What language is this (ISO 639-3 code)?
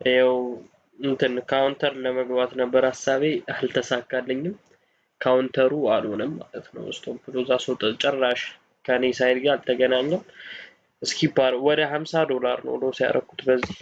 amh